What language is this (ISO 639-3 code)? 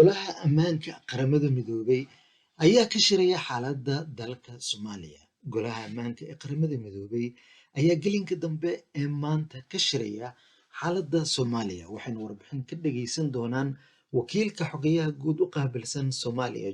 som